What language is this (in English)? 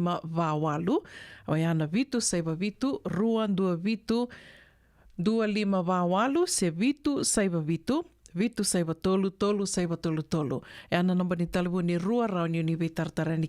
Fijian